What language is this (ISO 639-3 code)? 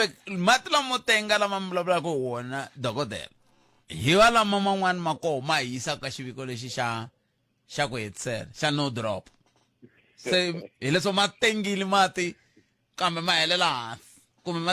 tso